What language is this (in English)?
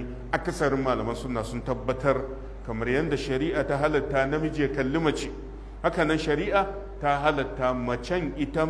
Hausa